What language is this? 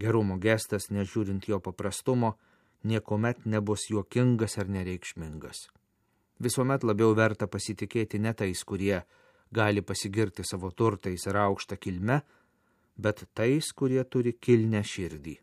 Lithuanian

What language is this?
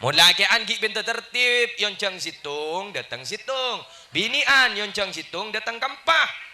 Madurese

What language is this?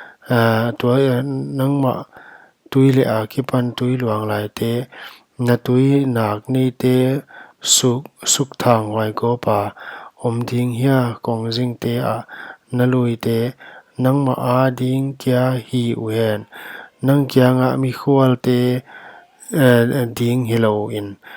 Paite Chin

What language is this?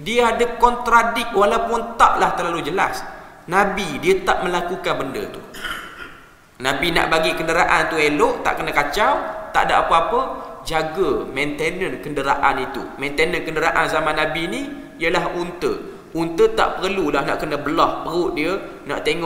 Malay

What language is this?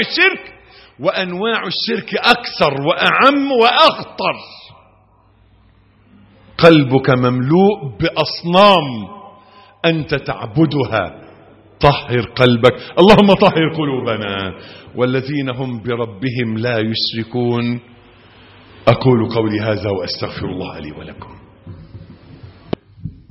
Arabic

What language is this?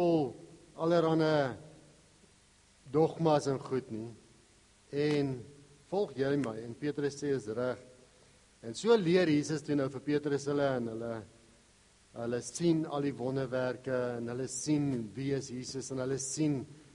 Afrikaans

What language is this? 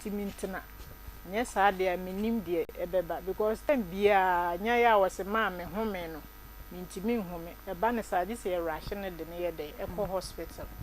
Akan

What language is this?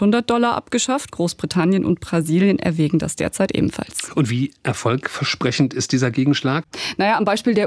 German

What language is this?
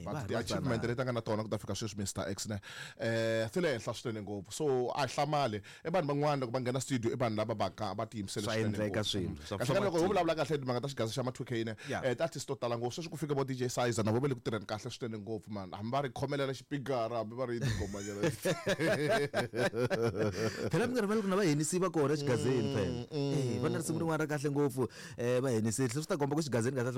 Tsonga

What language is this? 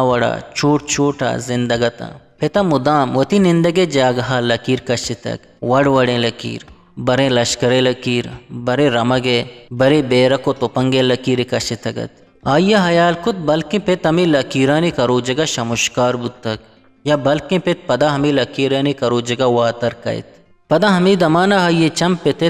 Eastern Balochi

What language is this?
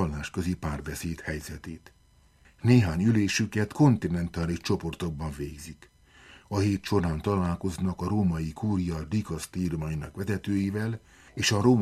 Hungarian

